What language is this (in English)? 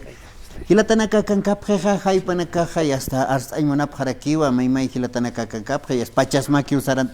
Aymara